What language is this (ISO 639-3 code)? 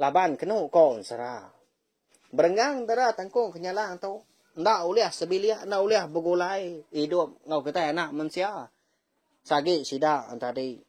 iba